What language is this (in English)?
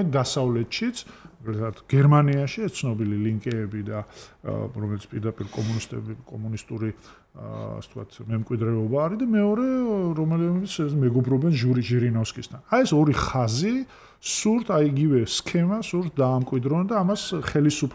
Georgian